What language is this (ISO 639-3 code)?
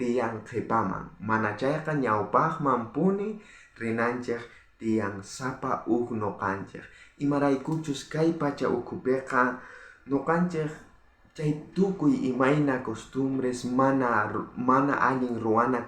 quh